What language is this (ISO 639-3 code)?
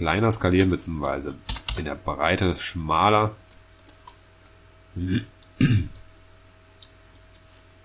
deu